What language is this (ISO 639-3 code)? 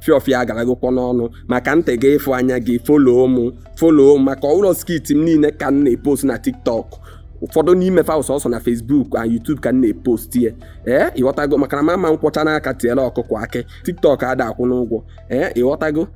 ibo